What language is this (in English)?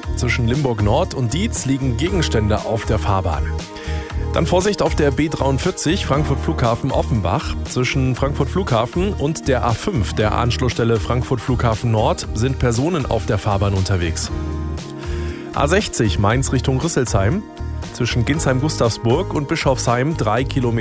German